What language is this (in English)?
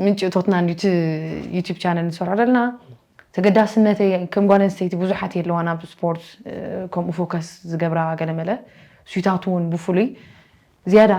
Tigrinya